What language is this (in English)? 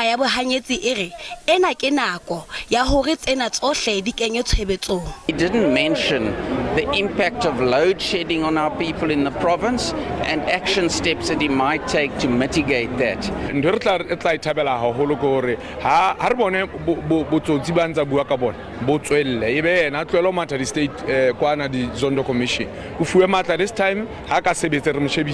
Southern Sotho